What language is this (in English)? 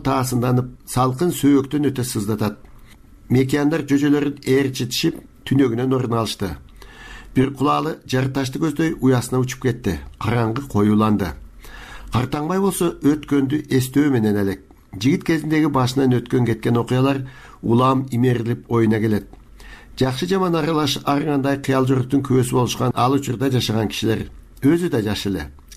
Kyrgyz